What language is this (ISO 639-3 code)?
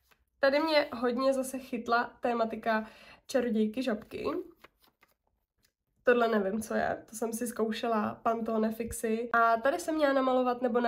ces